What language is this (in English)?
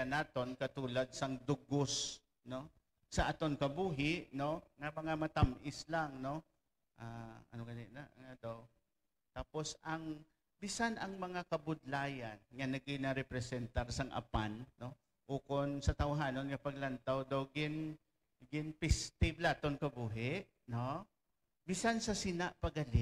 Hiligaynon